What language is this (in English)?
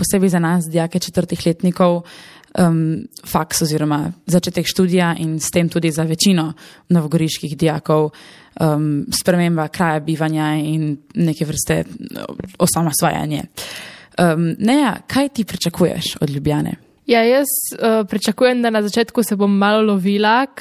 Slovenian